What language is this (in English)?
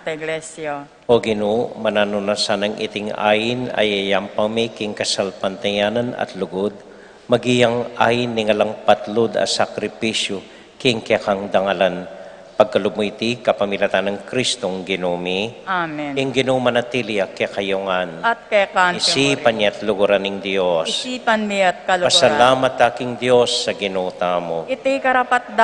Pampanga